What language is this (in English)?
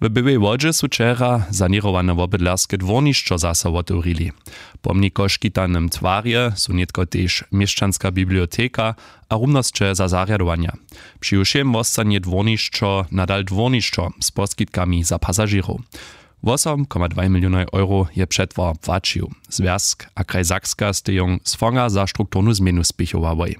Upper Sorbian